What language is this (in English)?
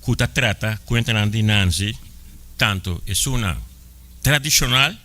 Papiamento